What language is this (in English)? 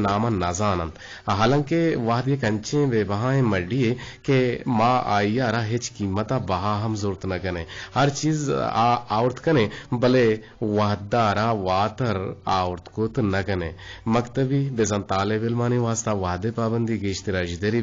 Eastern Balochi